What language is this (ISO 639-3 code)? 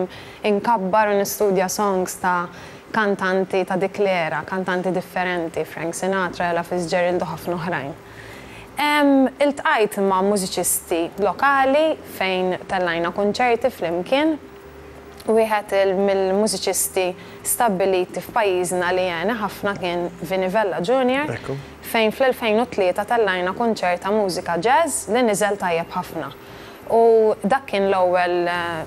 mlt